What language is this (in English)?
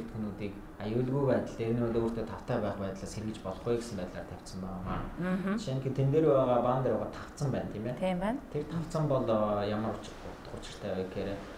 Mongolian